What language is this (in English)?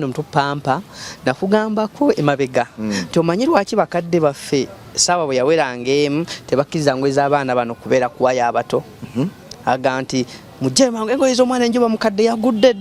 Ganda